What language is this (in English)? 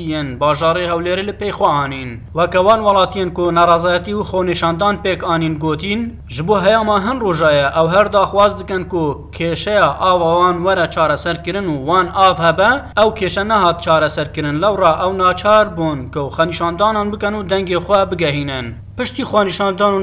Kurdish